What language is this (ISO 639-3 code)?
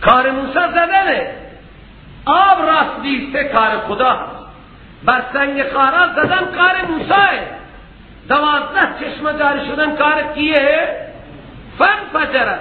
fas